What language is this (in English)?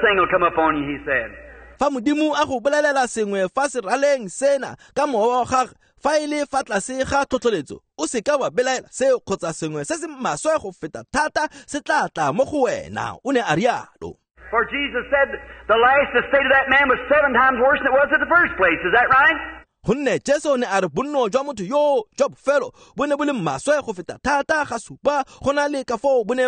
Tswana